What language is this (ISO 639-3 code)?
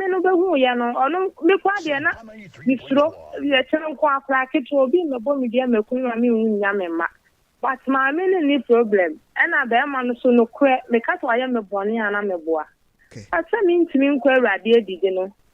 aka